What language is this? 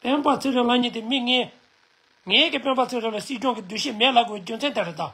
Tibetan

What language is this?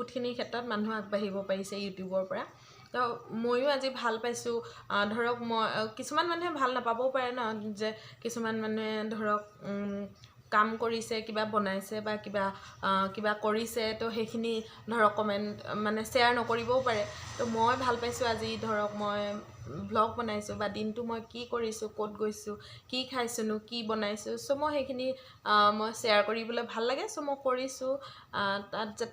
Assamese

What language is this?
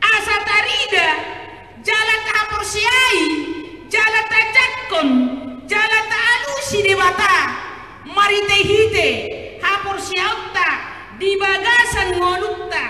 Batak Toba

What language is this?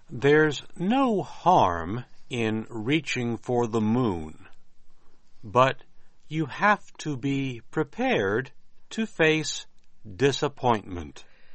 Burmese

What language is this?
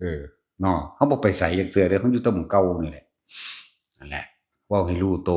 Northeastern Thai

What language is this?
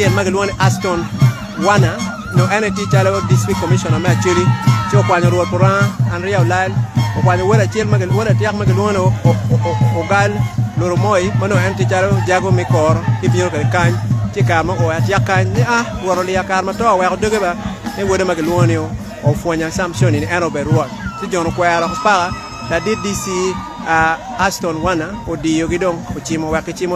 Acoli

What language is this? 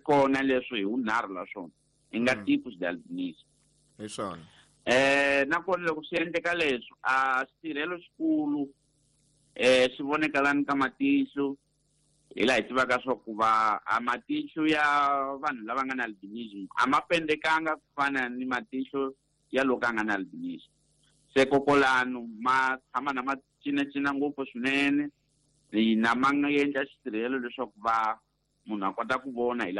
Tsonga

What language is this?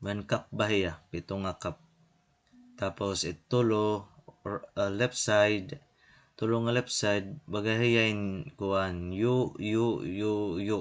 Waray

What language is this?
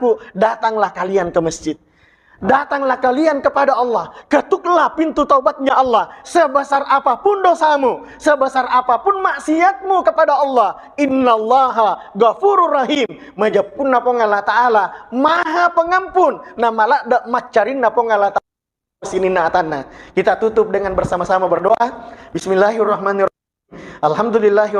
Buginese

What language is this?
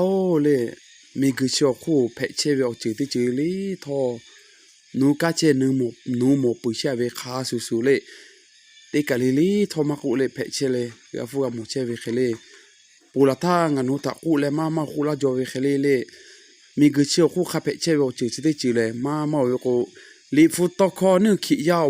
Lahu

